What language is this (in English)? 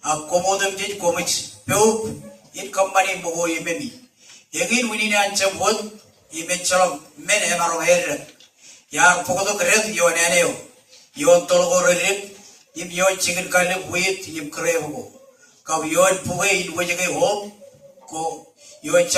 Marshallese